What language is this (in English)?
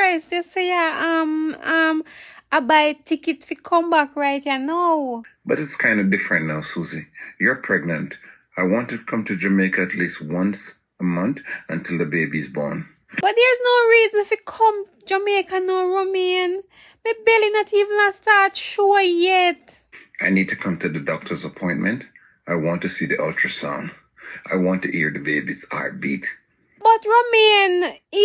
Jamaican Creole English